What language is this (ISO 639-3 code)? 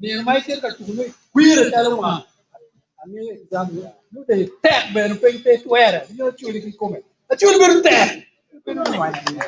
ach